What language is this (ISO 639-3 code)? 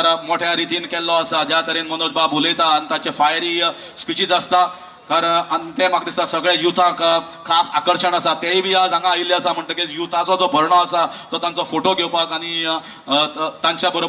kok